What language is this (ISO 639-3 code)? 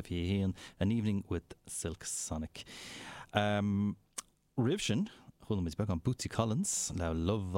gle